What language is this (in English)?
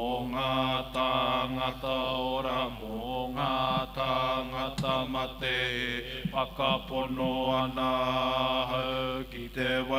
Māori